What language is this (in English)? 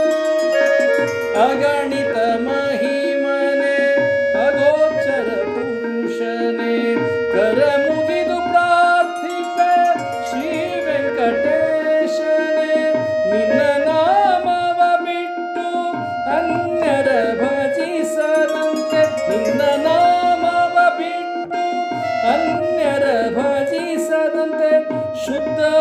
Kannada